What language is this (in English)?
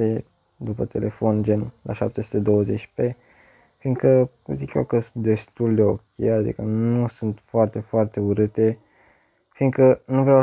Romanian